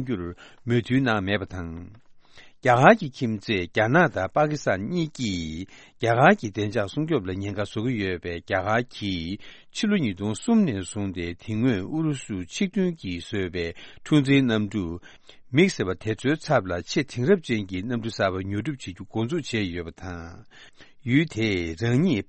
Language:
Tibetan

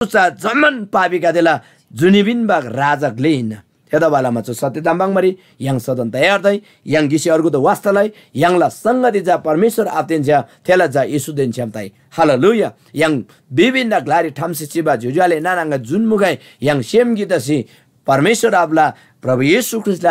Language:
Eastern Tamang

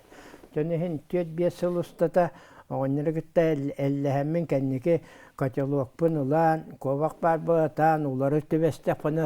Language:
Yakut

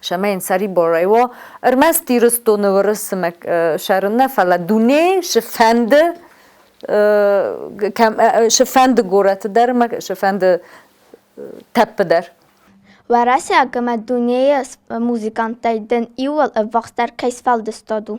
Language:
Ossetic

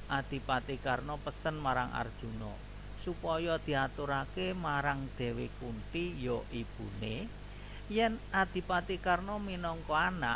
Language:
Javanese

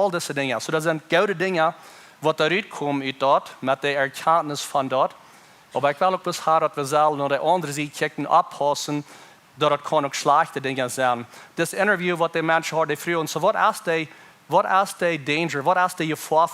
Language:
Plautdietsch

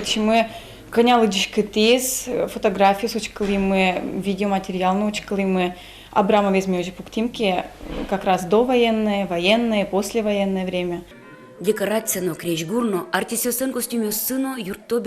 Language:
Udmurt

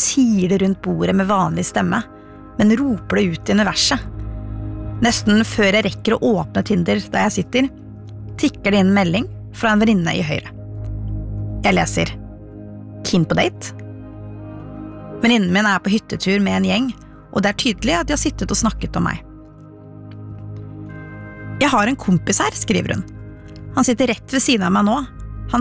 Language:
Norwegian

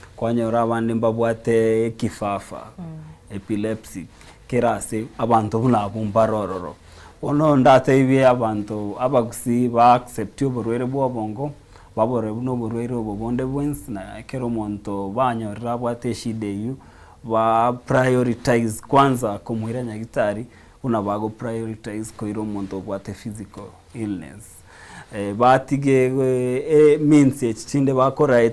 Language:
Gusii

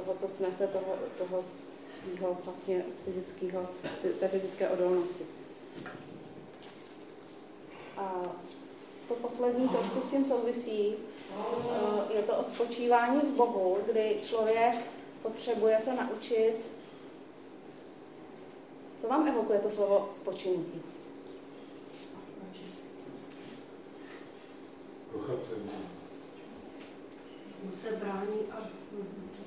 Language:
Czech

